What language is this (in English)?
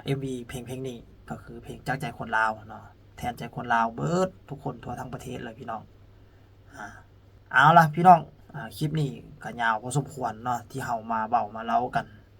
Lao